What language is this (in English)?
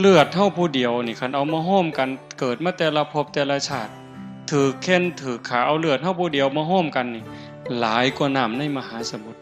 Northeastern Thai